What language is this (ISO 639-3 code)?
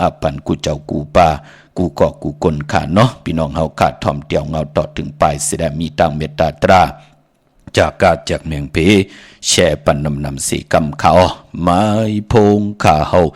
shn